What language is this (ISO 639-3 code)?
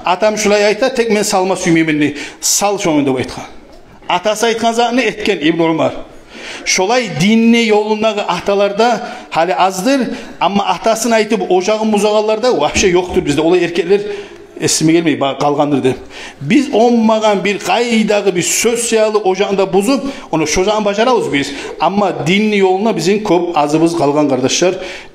kum